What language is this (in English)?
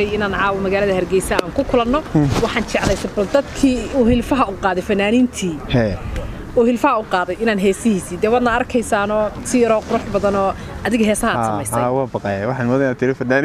Somali